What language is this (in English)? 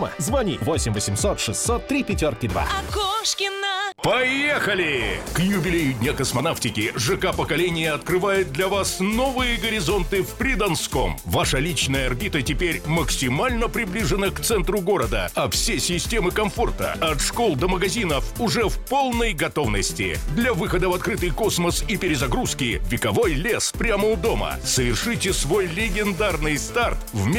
Russian